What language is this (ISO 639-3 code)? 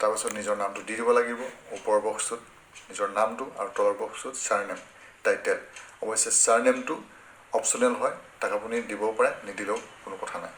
asm